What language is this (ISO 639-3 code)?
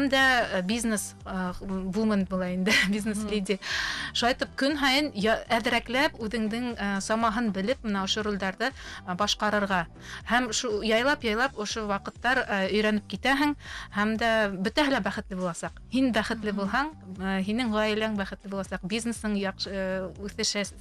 bak